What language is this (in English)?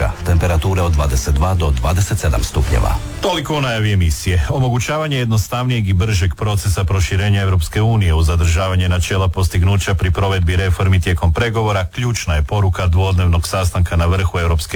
Croatian